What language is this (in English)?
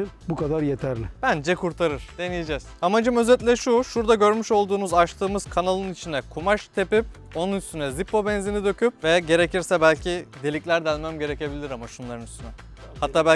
Turkish